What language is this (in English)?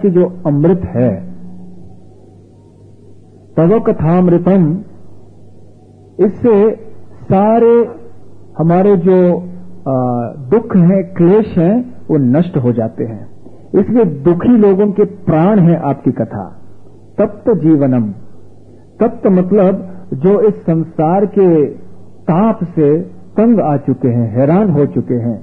Hindi